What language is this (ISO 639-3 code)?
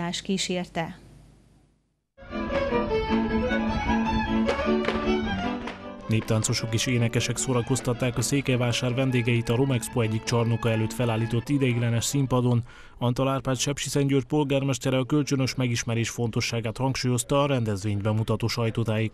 hun